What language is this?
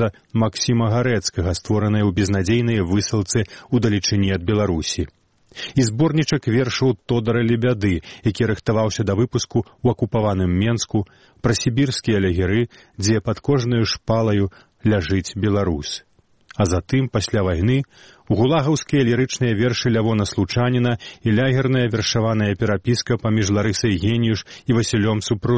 Belarusian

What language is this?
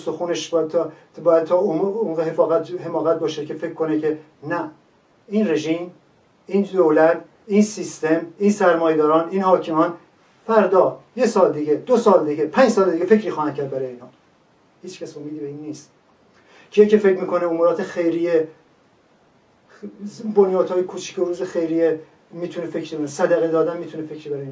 Persian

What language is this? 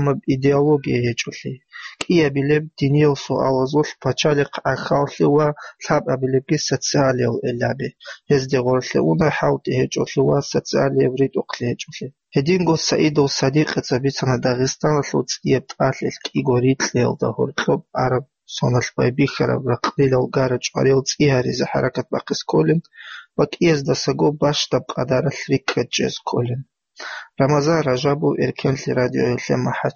Avaric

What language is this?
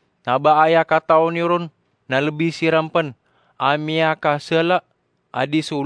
Maranao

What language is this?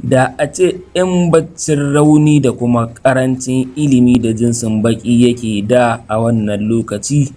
Hausa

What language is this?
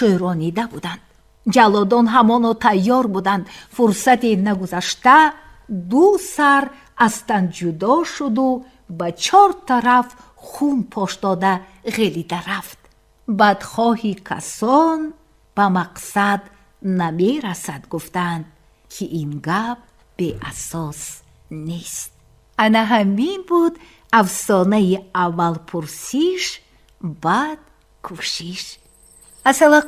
Tajik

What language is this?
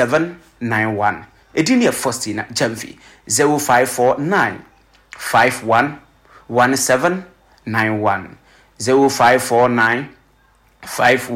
Akan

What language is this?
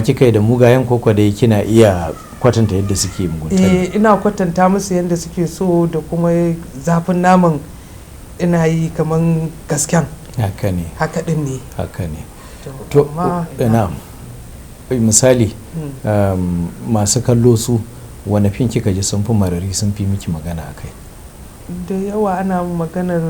Hausa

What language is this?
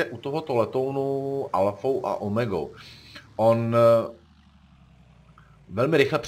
Czech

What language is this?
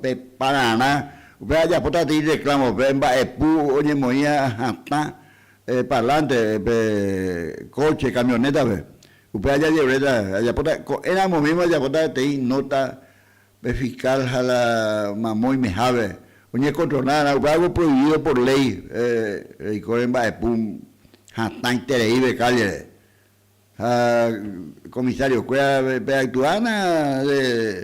Guarani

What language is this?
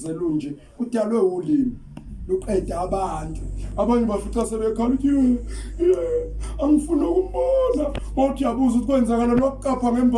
Zulu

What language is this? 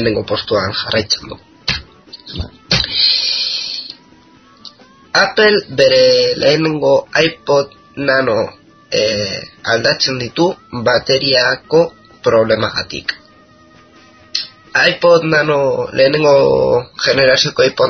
Basque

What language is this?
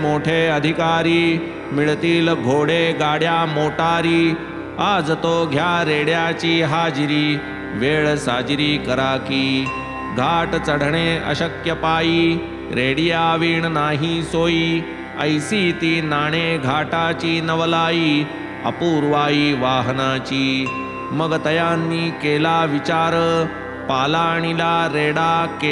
Marathi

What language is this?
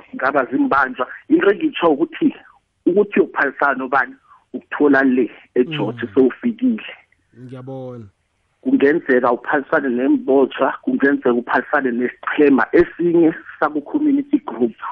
South Ndebele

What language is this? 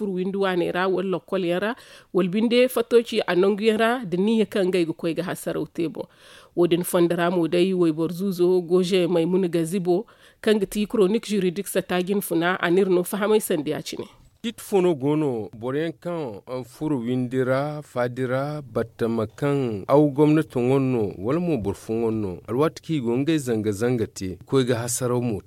Zarma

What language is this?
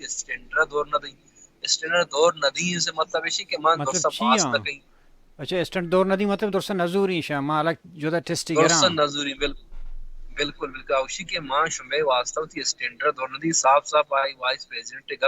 Baluchi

